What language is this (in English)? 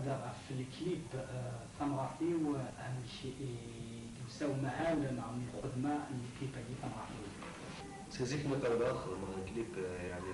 Kabyle